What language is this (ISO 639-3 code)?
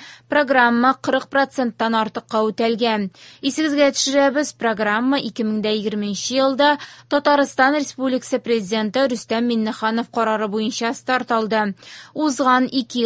tat